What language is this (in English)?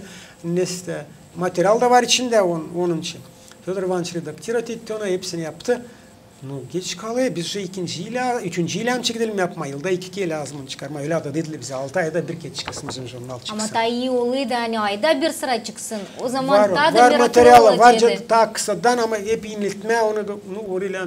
Gagauz